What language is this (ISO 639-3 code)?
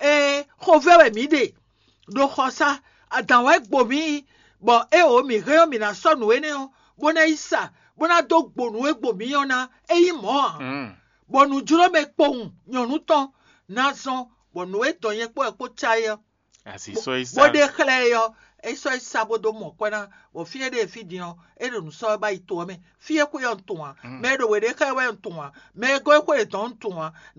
fon